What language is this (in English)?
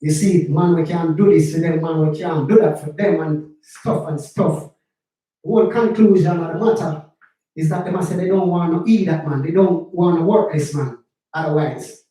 Jamaican Creole English